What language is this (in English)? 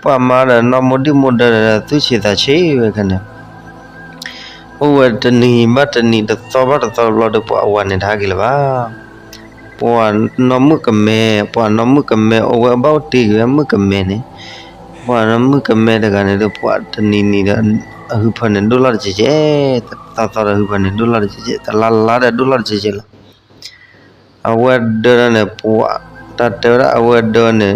S'gaw Karen